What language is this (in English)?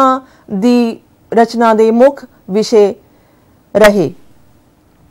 Punjabi